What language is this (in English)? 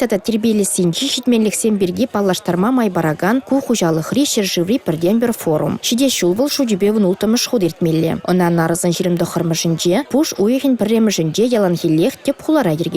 Chuvash